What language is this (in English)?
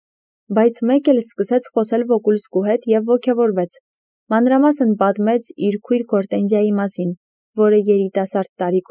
Armenian